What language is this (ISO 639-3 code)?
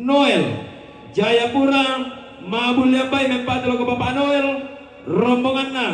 sda